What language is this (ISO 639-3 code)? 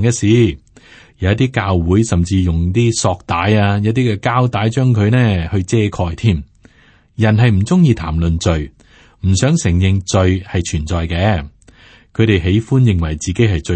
yue